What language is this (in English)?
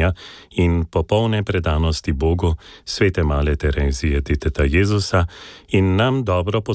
Slovenian